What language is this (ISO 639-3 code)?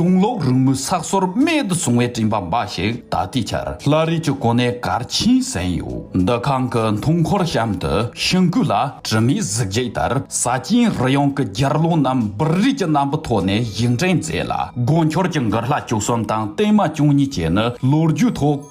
bod